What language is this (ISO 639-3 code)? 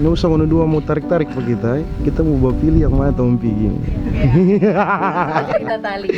xmm